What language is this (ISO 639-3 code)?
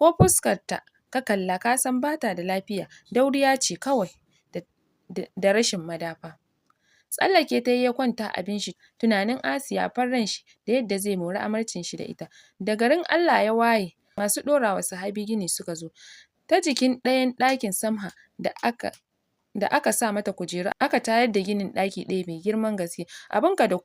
hau